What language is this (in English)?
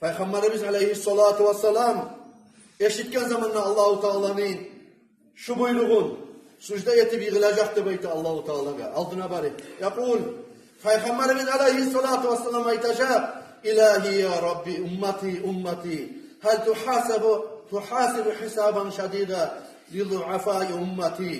Kumyk